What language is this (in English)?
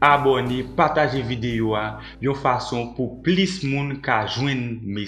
Haitian Creole